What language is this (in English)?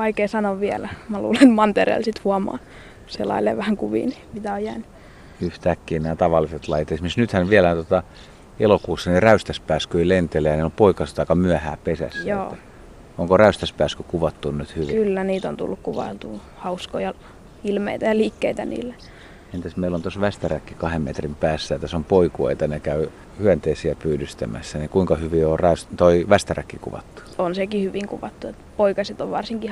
Finnish